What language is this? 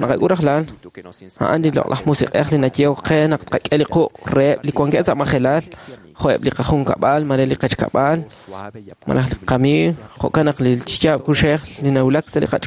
Kekchí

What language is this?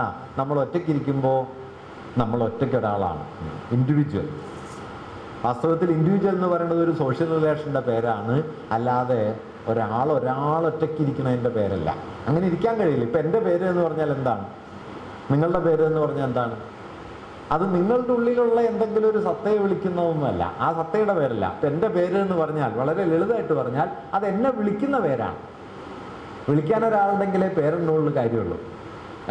Malayalam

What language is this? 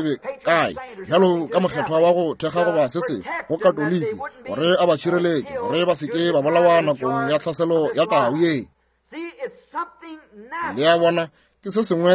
Northern Sotho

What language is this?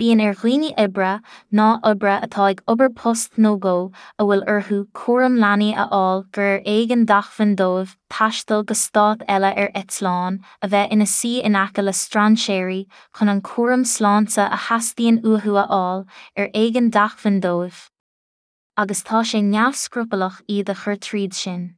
Irish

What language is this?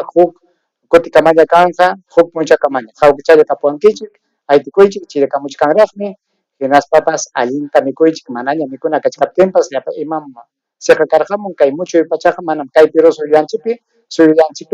Ayacucho Quechua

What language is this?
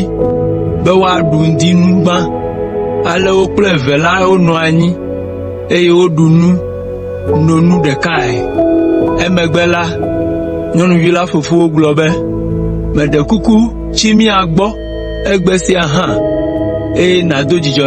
Ewe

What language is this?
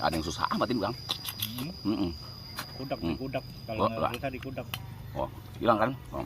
Betawi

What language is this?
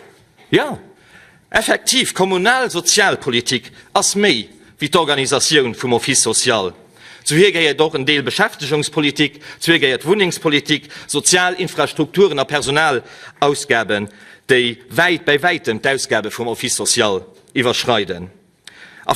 Luxembourgish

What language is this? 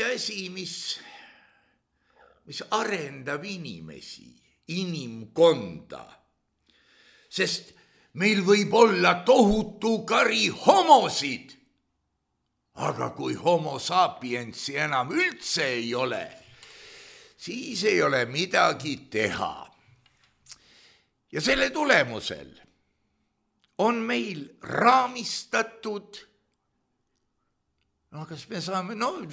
Estonian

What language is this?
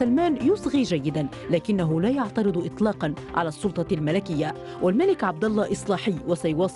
Arabic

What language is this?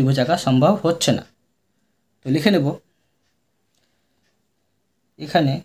Bangla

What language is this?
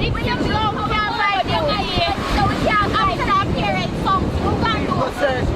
Jamaican Creole English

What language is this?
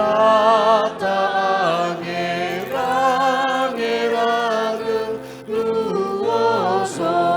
Nias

